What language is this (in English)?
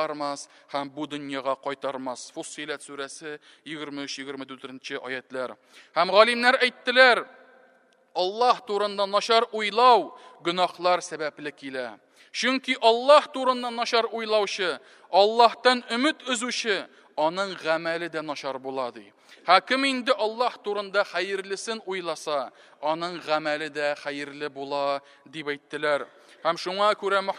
Tatar